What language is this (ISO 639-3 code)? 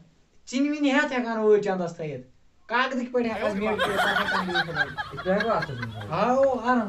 kas